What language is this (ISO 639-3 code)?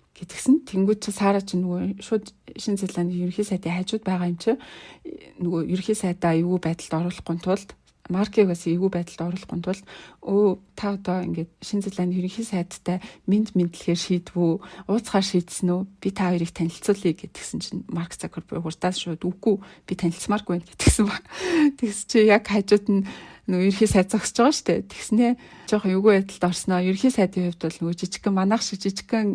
mon